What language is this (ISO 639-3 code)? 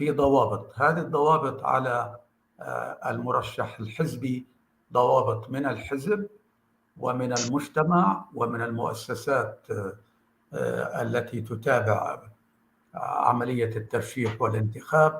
apc